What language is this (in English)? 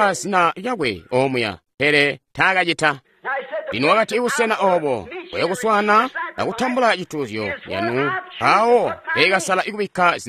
Tonga (Zambia)